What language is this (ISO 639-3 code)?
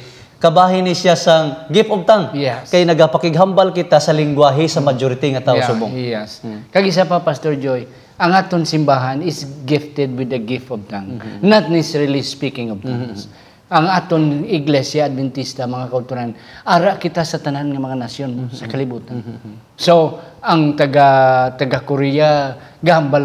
hil